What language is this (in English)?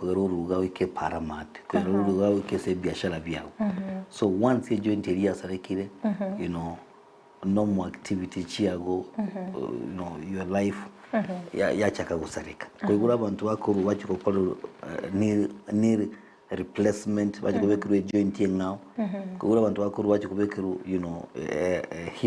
Gusii